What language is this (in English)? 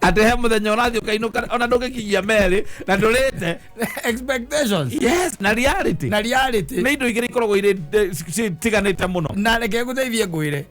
Kikuyu